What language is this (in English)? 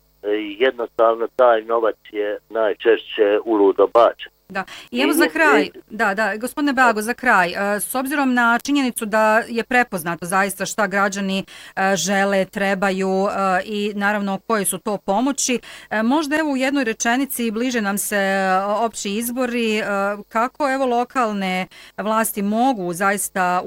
Bosnian